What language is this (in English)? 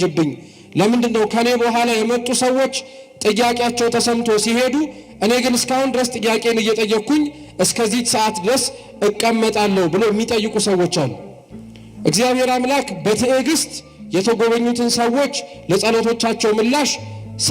Amharic